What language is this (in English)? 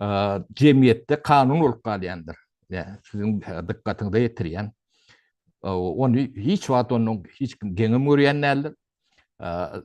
Turkmen